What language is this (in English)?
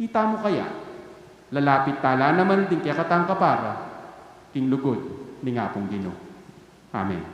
Pampanga